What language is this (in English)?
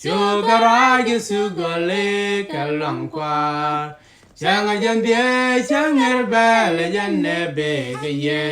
Nuer